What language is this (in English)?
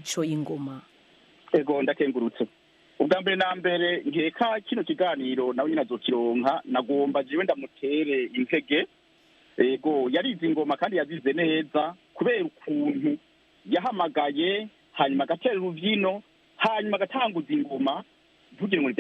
Rundi